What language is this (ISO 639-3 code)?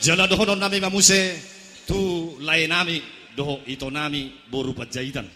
bbc